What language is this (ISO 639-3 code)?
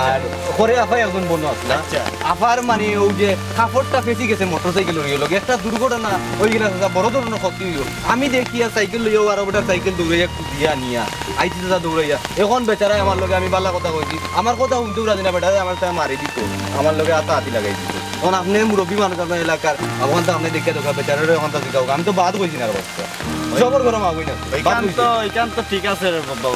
syl